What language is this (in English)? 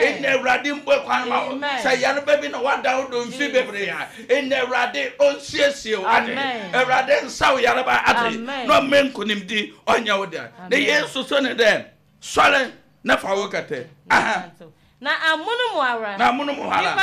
Akan